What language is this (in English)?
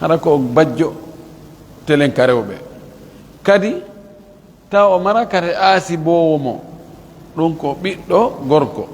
Pular